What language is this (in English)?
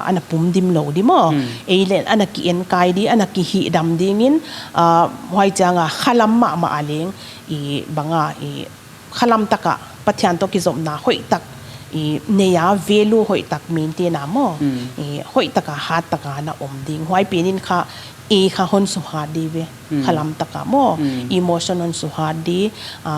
Paite Chin